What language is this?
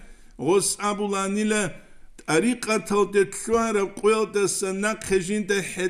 Avaric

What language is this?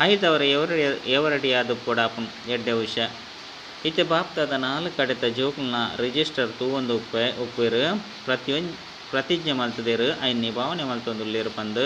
Tulu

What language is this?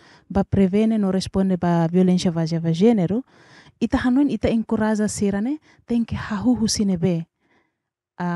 Tetum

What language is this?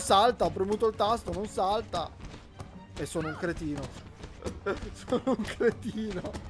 Italian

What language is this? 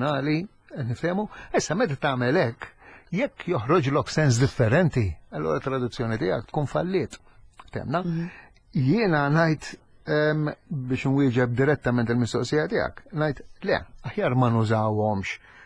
Maltese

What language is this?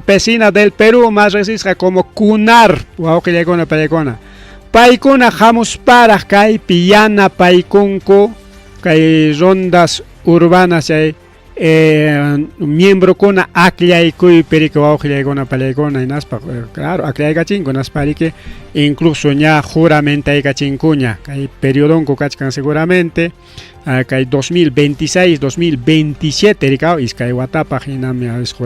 Ayacucho Quechua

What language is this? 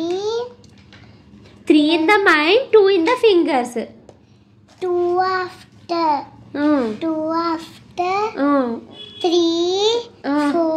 Telugu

